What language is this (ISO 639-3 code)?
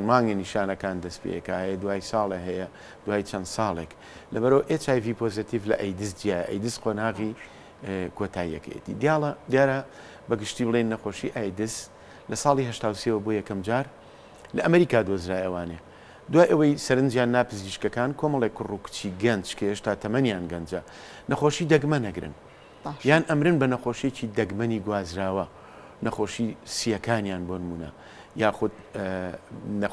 ckb